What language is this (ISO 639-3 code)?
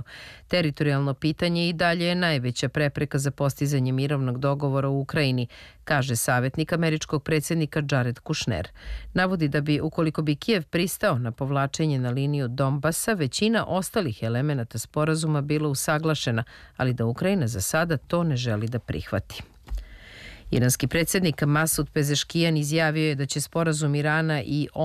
srp